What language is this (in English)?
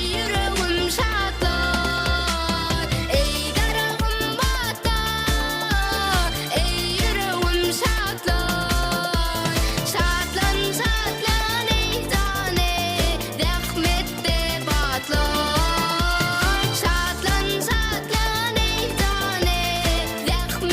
Turkmen